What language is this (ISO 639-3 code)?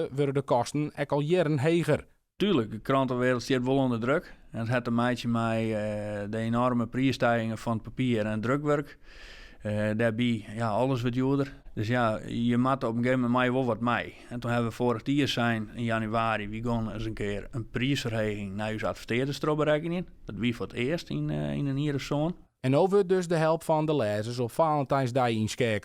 fry